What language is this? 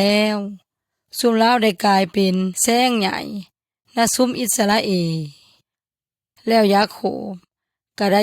Yoy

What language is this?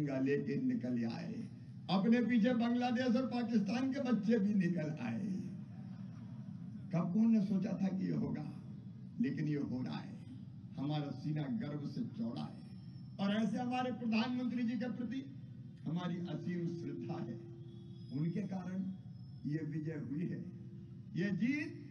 Hindi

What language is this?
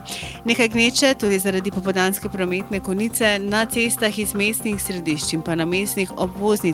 Slovenian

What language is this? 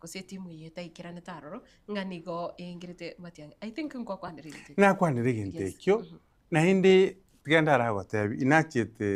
Gusii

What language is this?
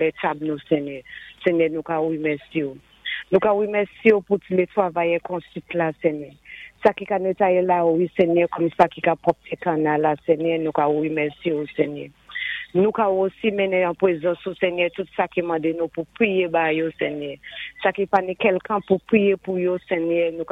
Saint Lucian Creole French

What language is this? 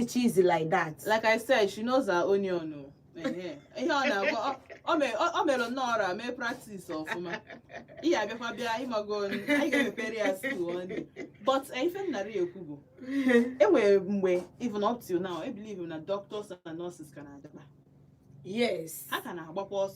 Igbo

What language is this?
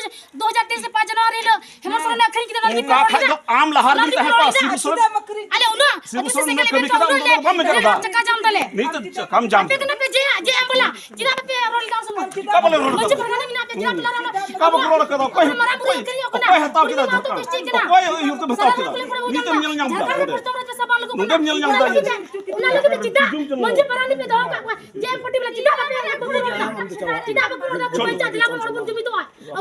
Santali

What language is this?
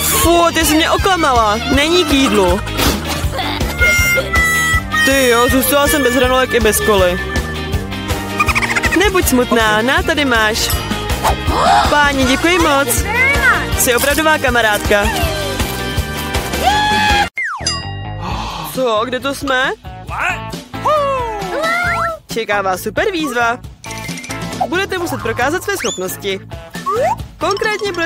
Czech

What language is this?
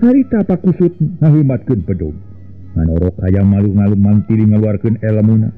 Sundanese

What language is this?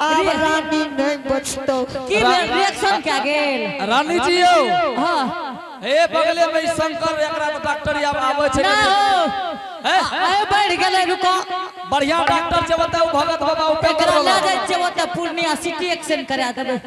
Angika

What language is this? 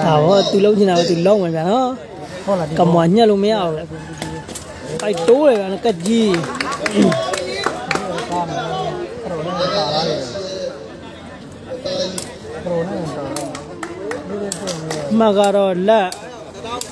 Burmese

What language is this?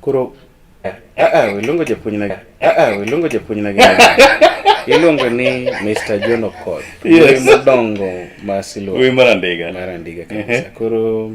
Luo (Kenya and Tanzania)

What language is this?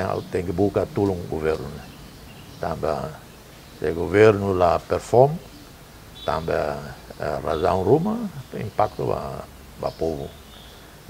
Tetum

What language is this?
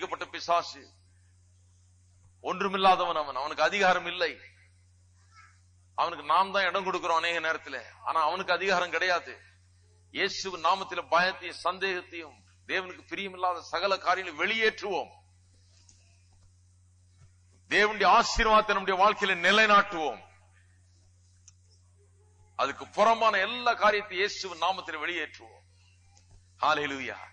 Tamil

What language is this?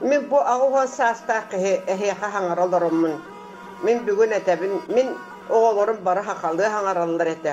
Yakut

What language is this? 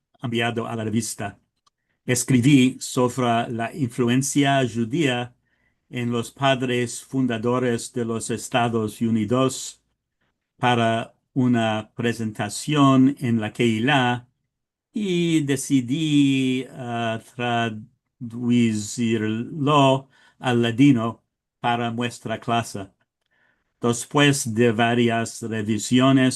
Ladino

